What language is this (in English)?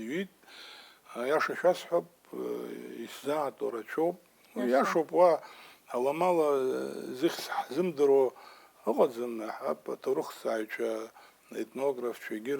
Abkhazian